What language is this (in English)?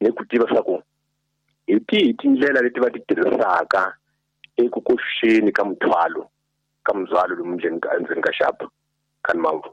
Tsonga